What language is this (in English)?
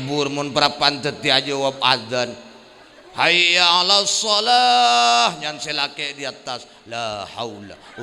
Madurese